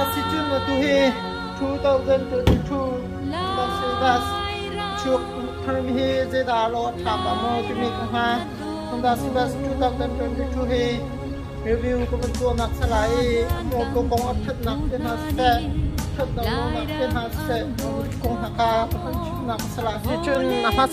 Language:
Hakha Chin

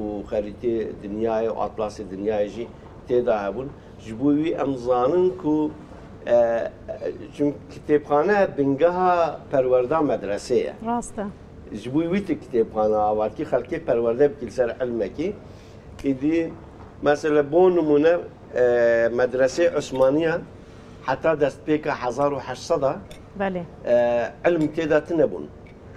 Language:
Kurdish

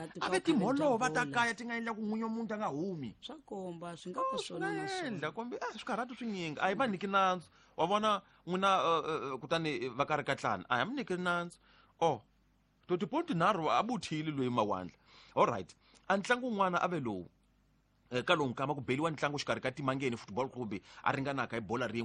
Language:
Tsonga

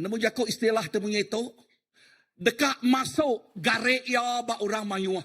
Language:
Iban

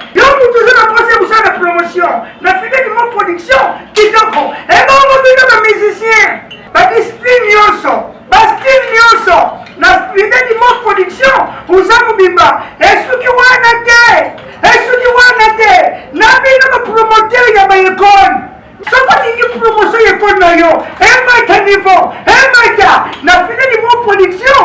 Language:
Lingala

